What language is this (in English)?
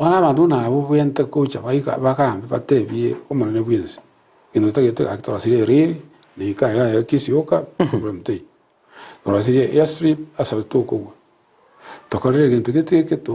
Gusii